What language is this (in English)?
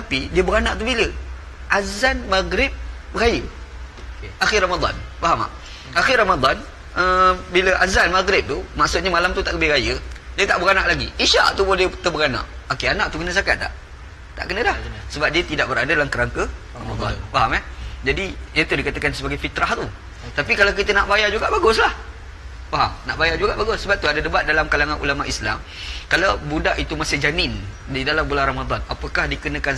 Malay